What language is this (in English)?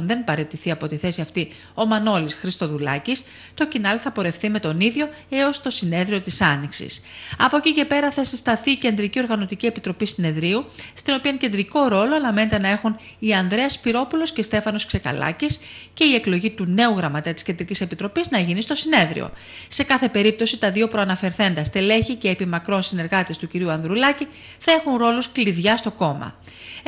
Greek